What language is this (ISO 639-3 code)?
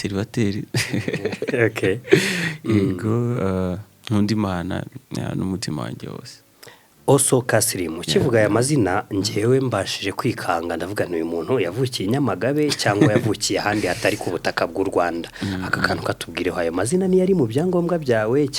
kin